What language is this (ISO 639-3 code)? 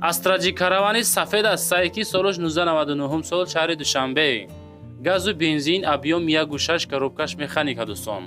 tgk